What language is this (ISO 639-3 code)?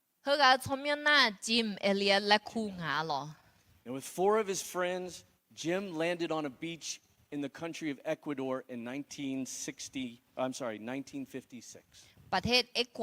ahk